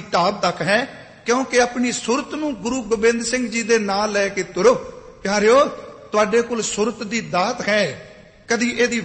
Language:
Punjabi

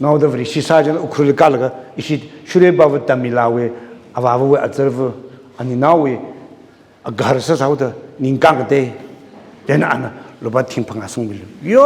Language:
Tangkhul Naga (India)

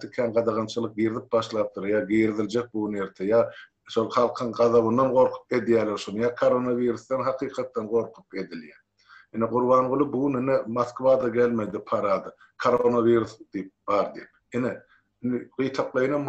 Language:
Turkmen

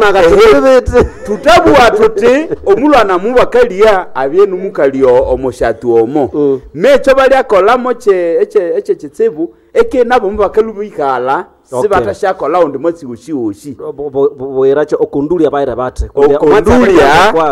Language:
Nande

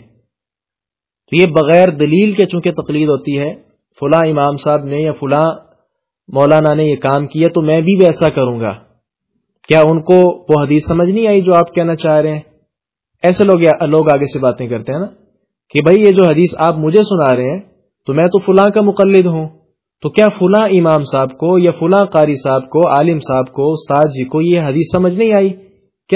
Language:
Urdu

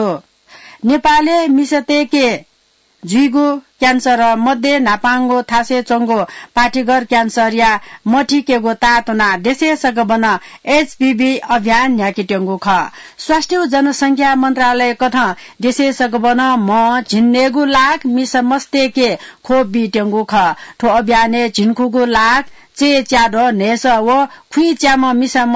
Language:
Newari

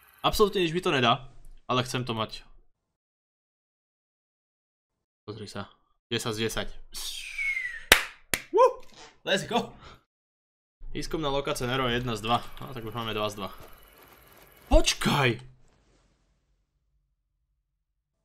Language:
Slovak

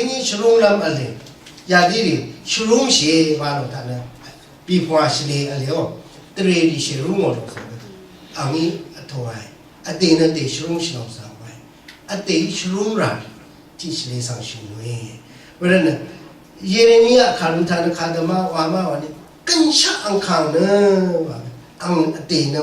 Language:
Rawang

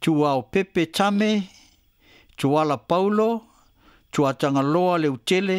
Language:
Samoan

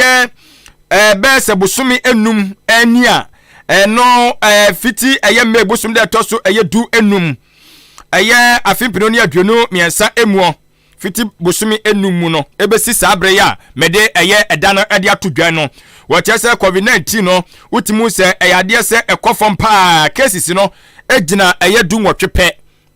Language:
Akan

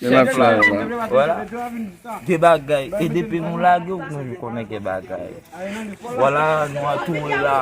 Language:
Haitian Creole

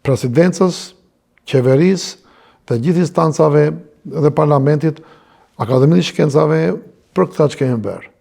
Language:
Albanian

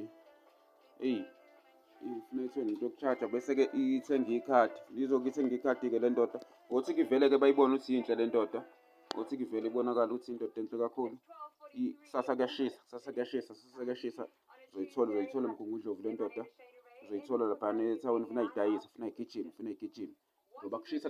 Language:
Zulu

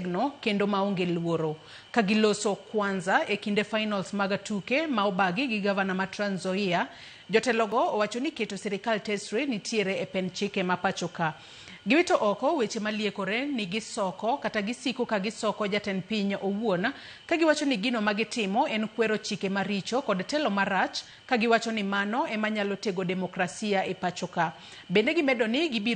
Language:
Luo (Kenya and Tanzania)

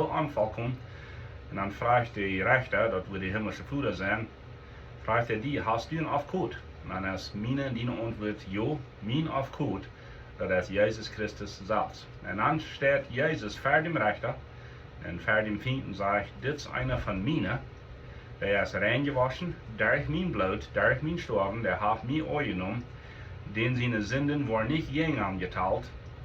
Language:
Plautdietsch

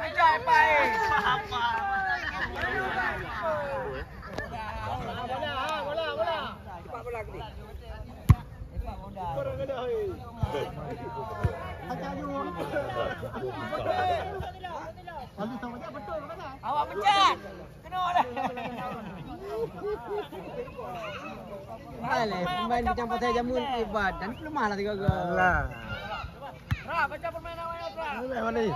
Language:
Malay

